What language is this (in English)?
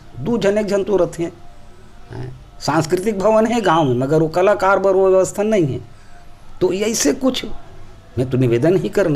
Chhattisgarhi